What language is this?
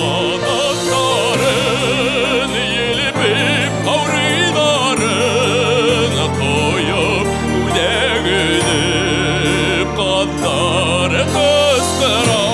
Bashkir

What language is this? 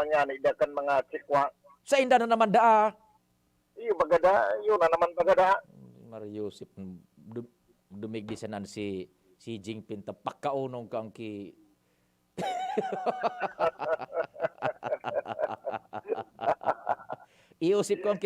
Bikol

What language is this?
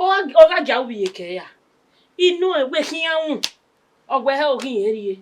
Bini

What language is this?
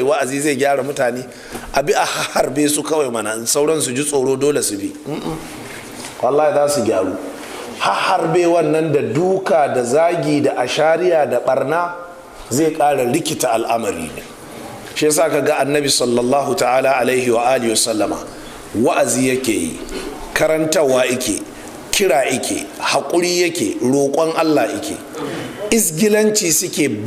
Hausa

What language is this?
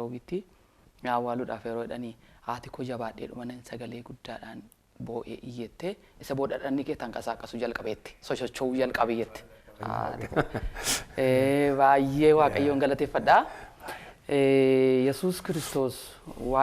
Oromo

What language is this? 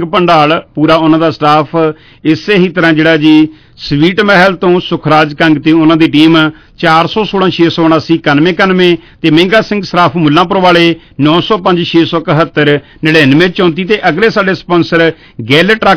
Punjabi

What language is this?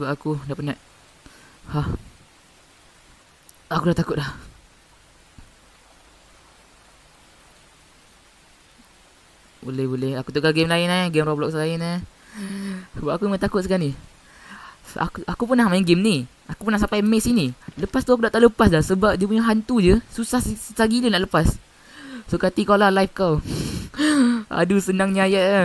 Malay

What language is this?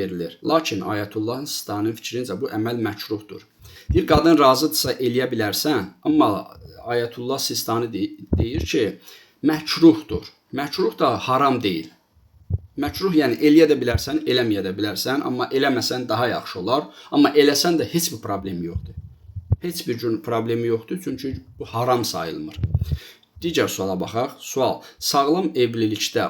Azerbaijani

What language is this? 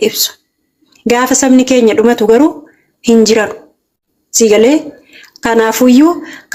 Oromo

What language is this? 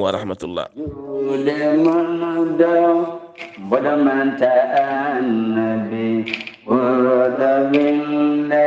Fula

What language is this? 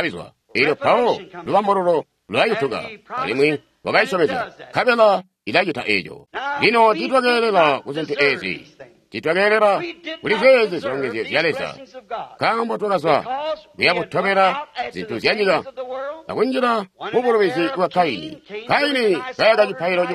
Tonga (Zambia)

